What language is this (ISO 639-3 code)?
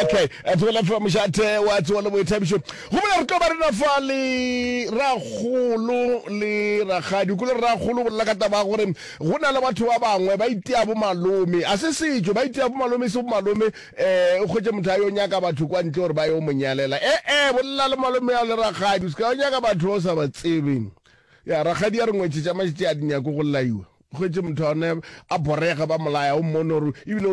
nso